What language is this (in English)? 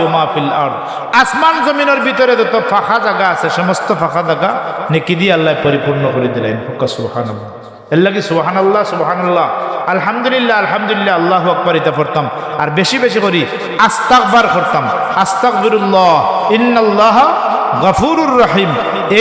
Sylheti